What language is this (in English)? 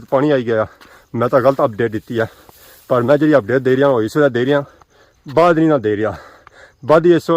Pahari-Potwari